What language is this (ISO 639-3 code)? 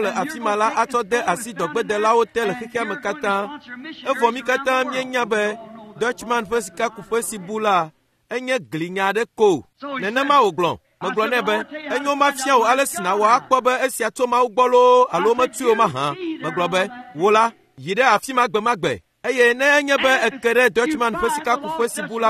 ewe